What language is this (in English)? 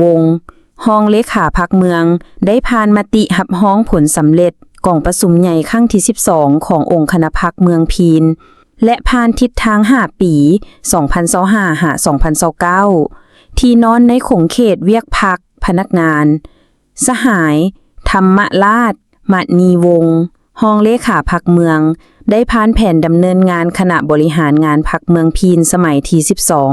Lao